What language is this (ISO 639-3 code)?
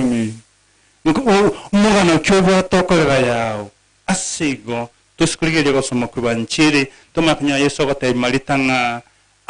guz